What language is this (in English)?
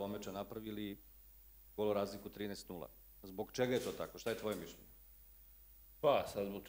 Serbian